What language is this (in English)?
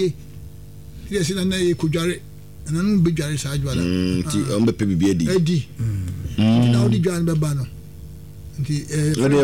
Akan